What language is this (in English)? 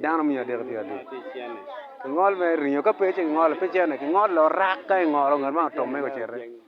Acoli